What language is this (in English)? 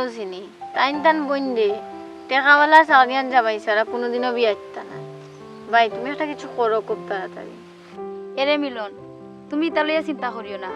Sylheti